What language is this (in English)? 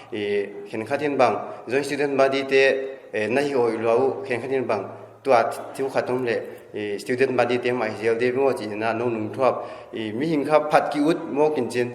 Paite Chin